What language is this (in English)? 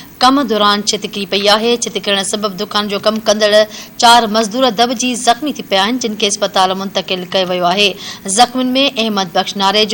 Sindhi